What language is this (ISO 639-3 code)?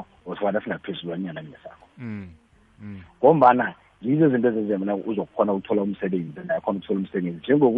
nbl